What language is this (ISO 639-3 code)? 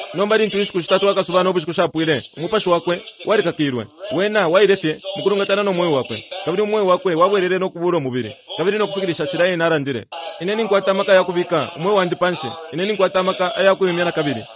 bem